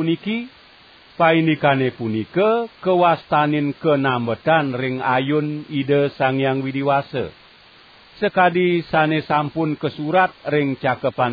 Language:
Balinese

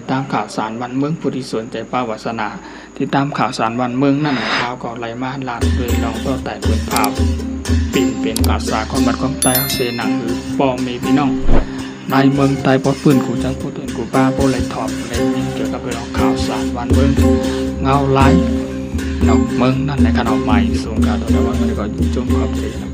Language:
Shan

